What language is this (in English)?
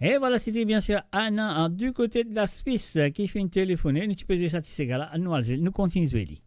Morisyen